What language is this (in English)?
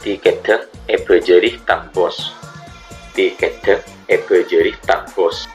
Madurese